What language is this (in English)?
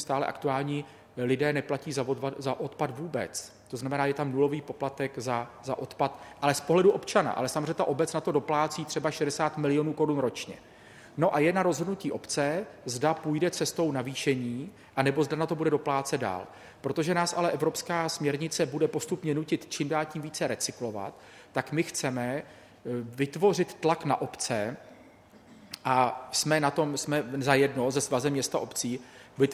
Czech